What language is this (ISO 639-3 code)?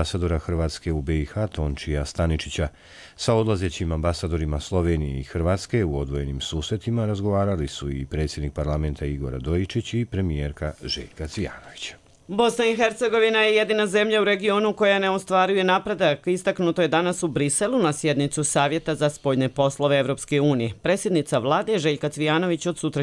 bos